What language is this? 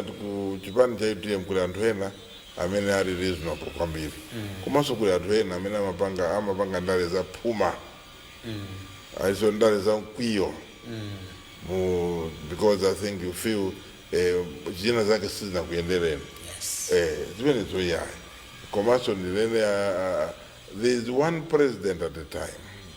Nyanja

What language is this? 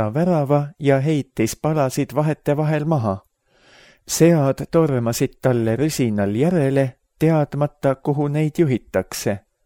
Estonian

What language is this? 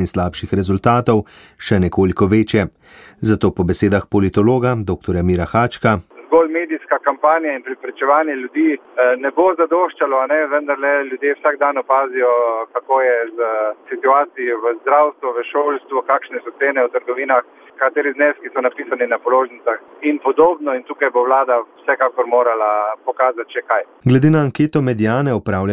Slovenian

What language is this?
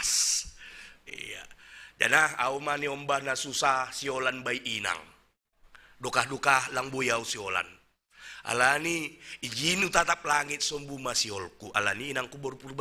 Batak Simalungun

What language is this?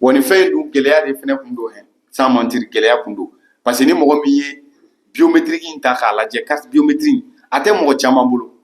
Bambara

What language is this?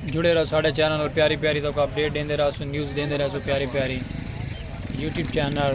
Saraiki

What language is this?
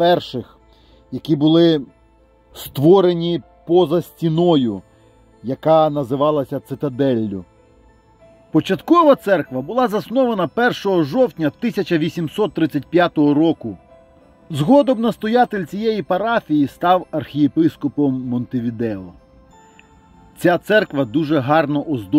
Ukrainian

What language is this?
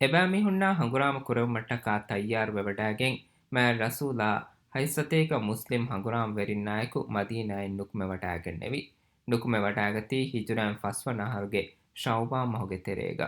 Divehi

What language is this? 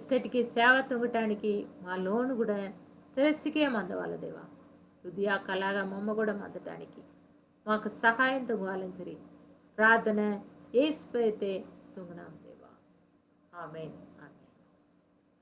Koya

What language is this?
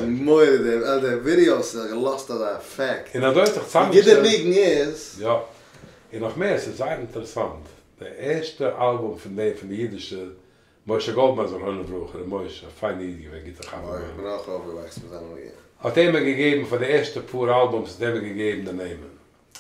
Yiddish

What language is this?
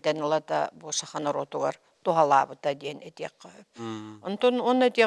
Yakut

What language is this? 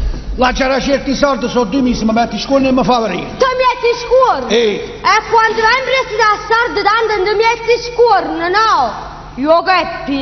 Neapolitan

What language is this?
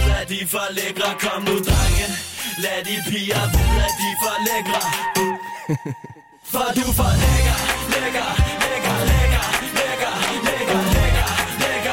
Danish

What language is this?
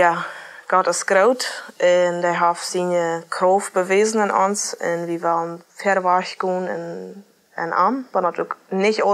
Plautdietsch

